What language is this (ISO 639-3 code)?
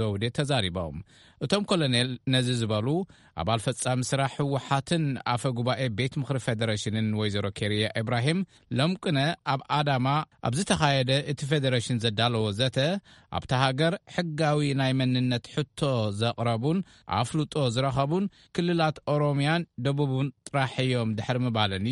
tir